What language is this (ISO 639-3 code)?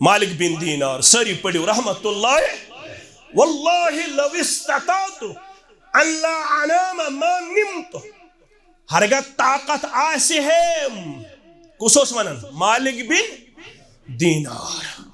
kas